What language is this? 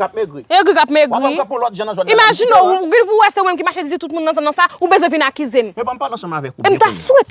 Haitian Creole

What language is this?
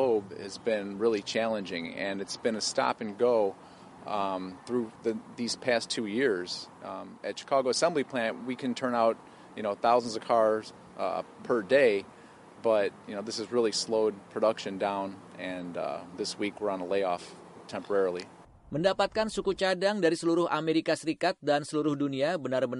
Indonesian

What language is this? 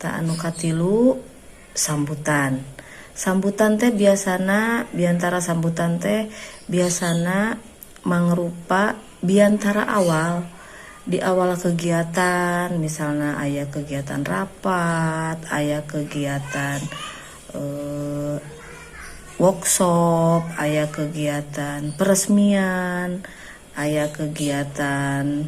Sundanese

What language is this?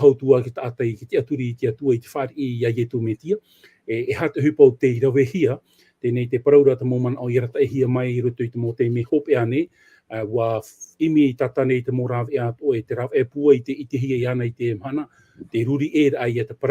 Tahitian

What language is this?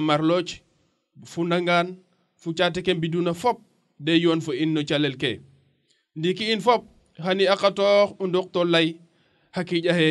Serer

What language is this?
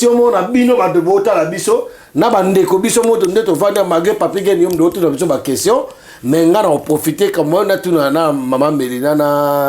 Lingala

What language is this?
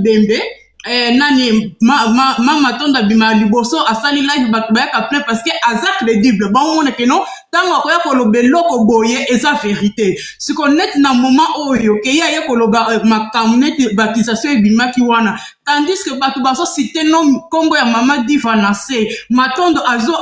Lingala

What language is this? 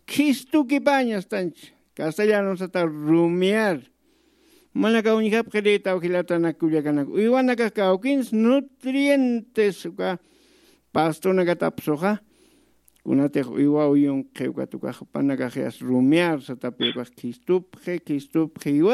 Aymara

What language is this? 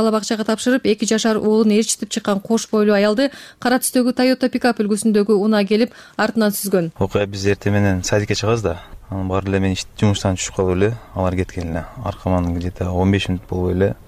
Kyrgyz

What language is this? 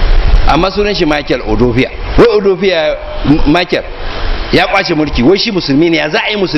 Hausa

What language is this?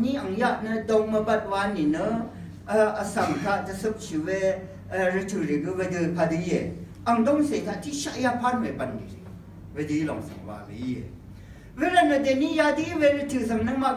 Rawang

